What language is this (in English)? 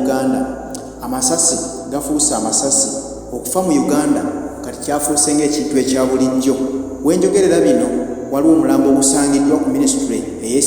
Ganda